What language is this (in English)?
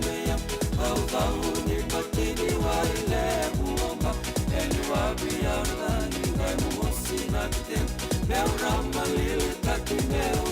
Fijian